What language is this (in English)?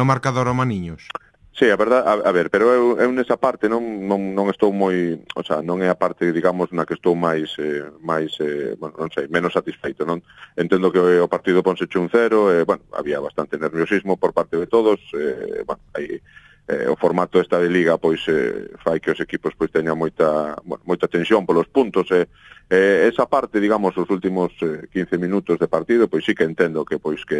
Galician